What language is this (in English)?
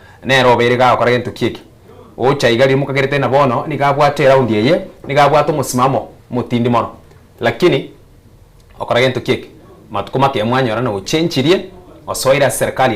Gusii